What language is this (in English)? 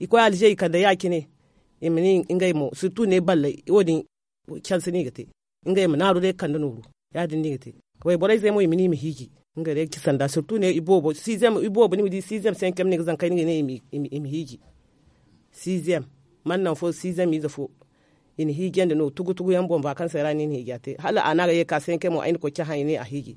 Zarma